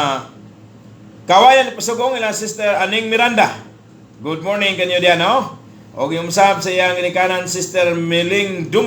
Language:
Cebuano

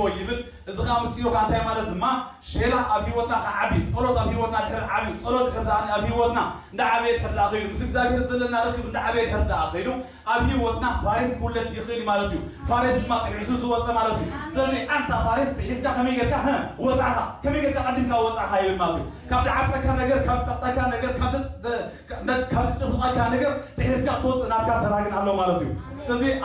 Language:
Tigrinya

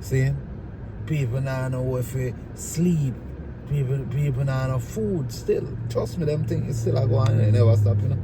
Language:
Jamaican Creole English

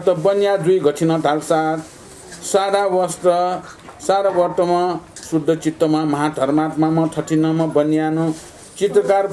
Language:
Newari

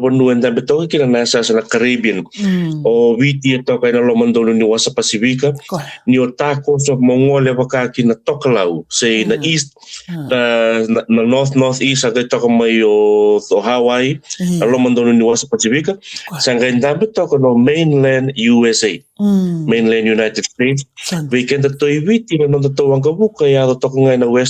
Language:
Fijian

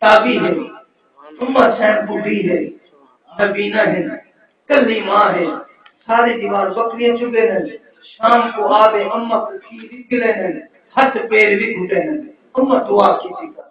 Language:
Saraiki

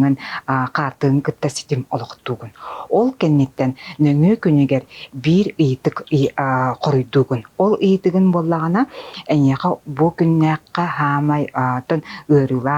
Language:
Yakut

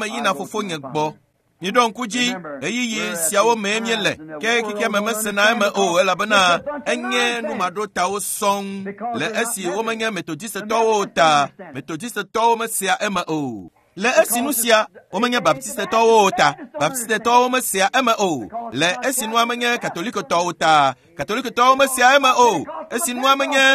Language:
Ewe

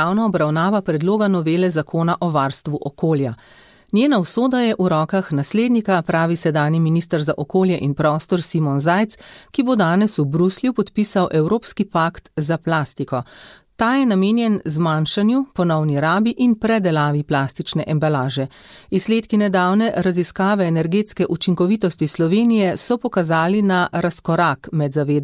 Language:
Slovenian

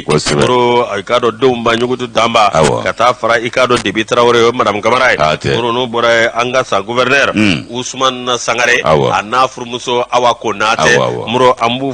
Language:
Bambara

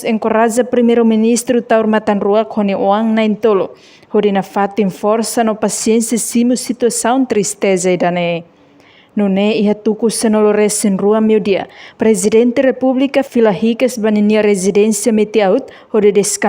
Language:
Tetum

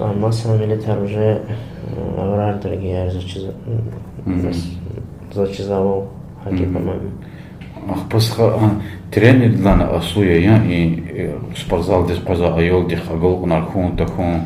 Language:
Lezghian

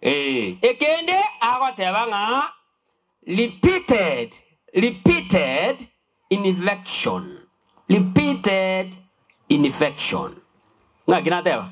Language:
Gusii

